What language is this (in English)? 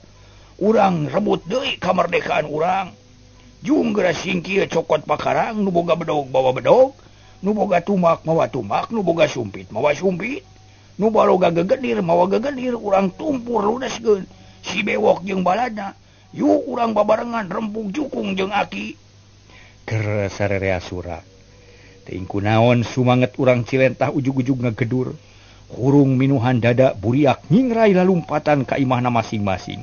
Sundanese